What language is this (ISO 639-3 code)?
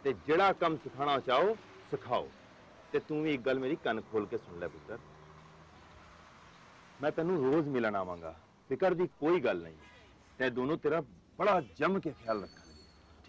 pan